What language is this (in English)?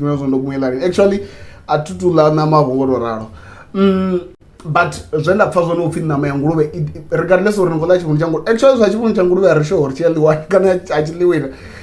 Venda